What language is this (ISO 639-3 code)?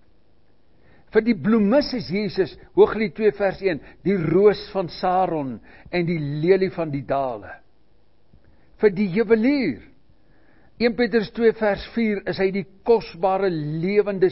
afr